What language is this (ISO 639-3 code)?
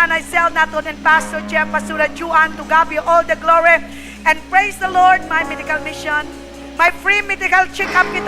hil